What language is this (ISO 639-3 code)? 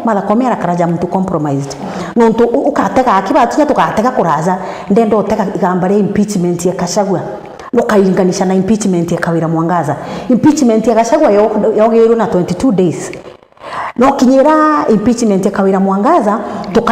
mer